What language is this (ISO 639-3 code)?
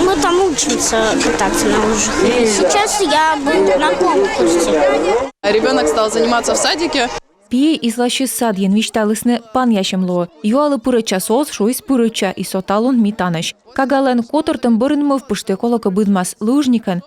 kom